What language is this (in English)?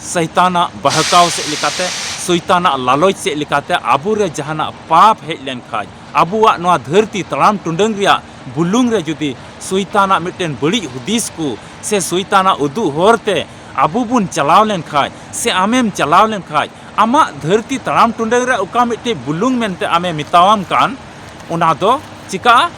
Santali